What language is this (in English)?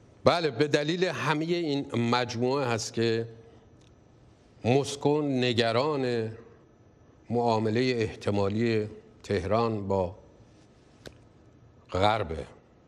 Persian